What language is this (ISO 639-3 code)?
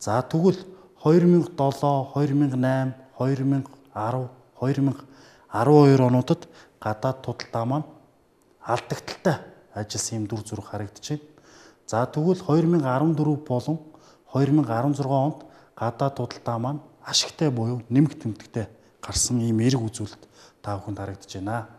mon